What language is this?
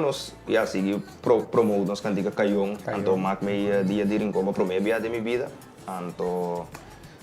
Papiamento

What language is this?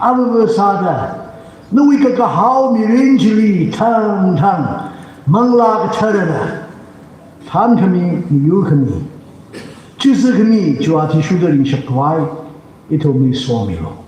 Tangkhul Naga (India)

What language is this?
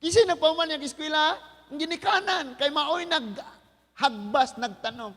Cebuano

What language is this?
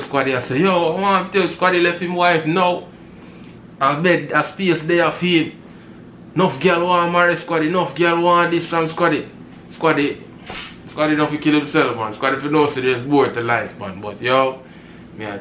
Jamaican Creole English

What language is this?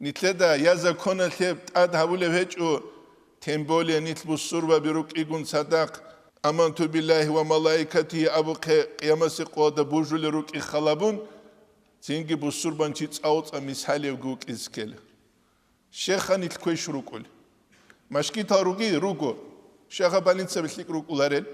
Avaric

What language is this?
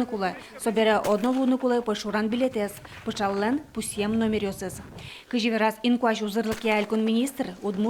Udmurt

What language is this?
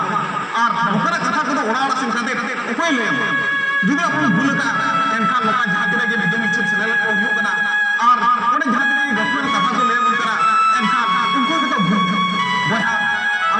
Santali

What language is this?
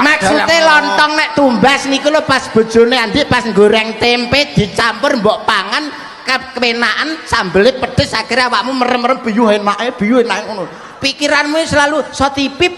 Javanese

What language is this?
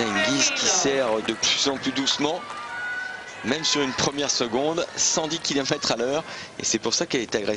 French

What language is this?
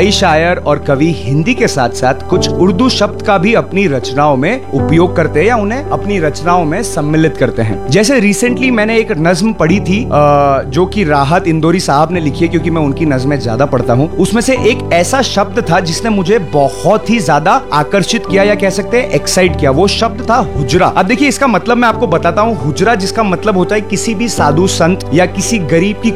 Hindi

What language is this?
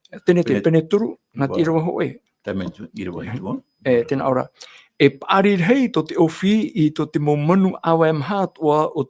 Tahitian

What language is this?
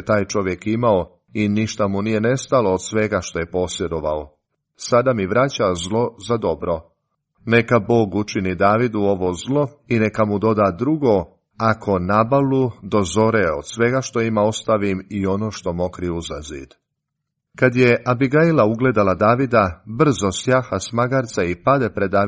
Croatian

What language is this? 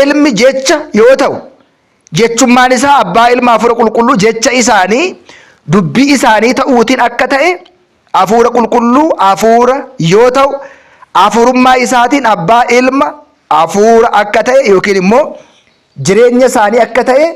Oromo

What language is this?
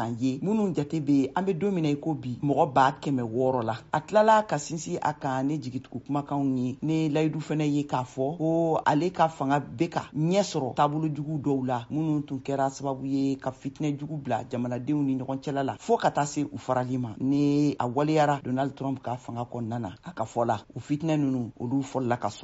Bambara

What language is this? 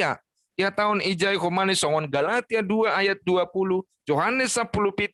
Batak Simalungun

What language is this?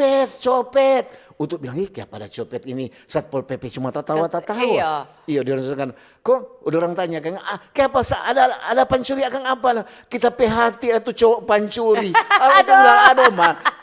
Manado Malay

